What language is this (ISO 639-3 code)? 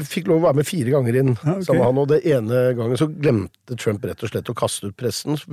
nor